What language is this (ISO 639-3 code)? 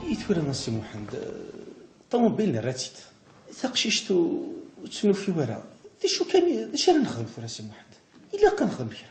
kab